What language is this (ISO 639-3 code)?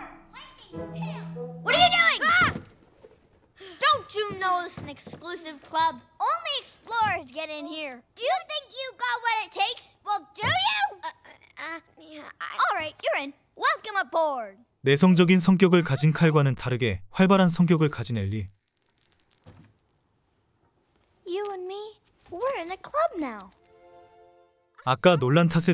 eng